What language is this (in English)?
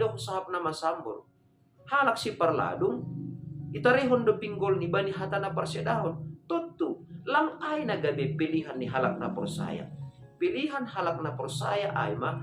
Batak Simalungun